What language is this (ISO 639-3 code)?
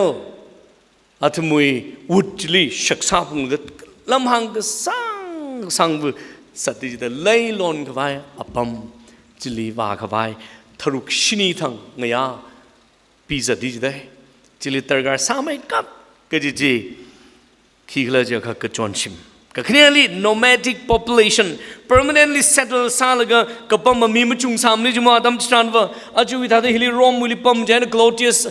nmf